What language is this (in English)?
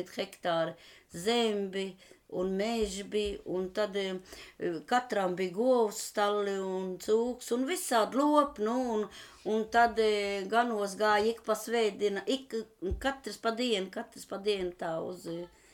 Latvian